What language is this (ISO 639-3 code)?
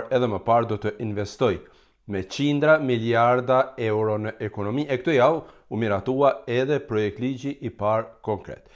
sqi